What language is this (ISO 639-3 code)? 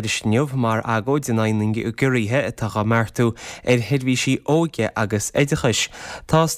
gle